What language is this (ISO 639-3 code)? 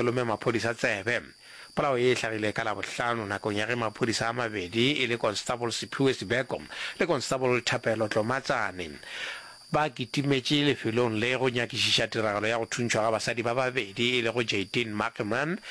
nso